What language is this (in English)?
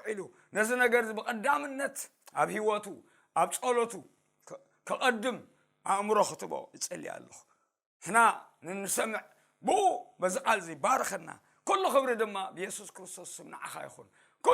Tigrinya